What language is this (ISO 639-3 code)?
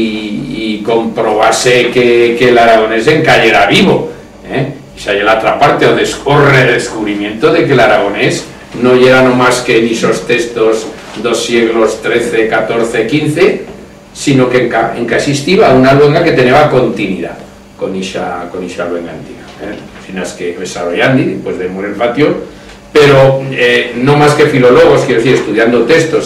arg